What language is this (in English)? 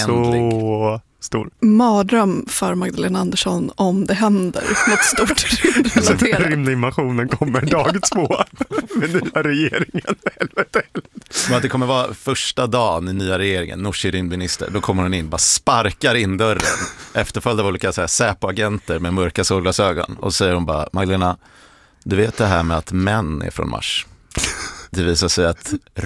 Swedish